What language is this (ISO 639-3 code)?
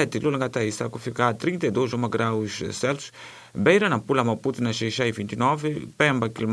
tso